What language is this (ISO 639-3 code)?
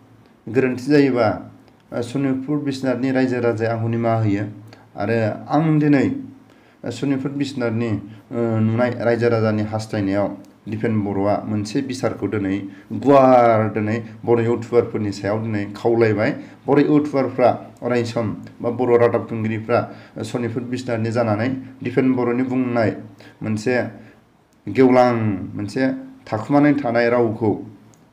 brx